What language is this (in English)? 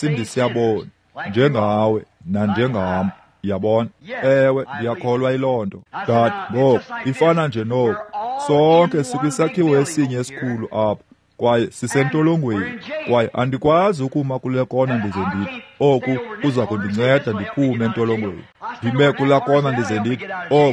Xhosa